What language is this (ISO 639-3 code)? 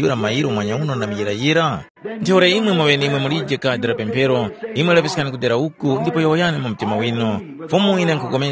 tum